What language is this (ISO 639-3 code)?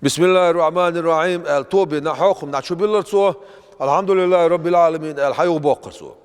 che